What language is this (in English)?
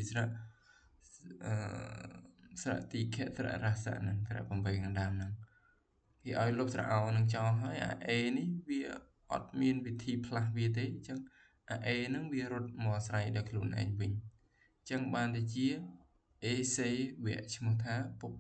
Khmer